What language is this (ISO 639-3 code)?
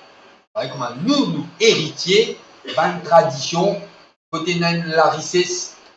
mfe